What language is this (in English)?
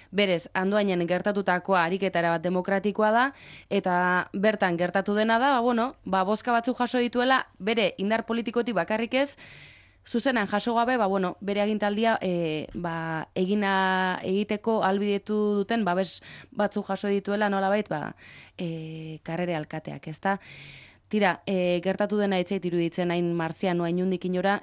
Basque